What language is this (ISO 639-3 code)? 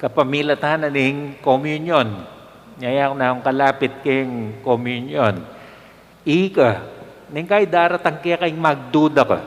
pam